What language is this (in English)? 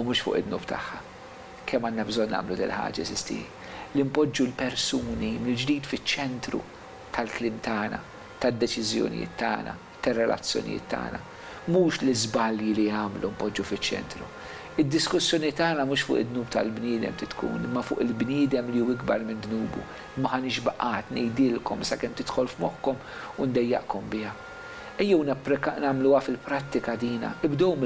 Maltese